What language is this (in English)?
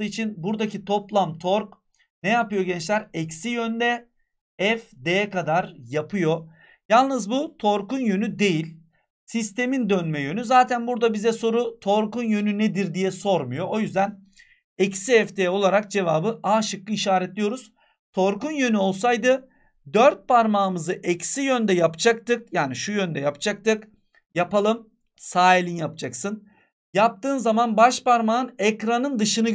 Turkish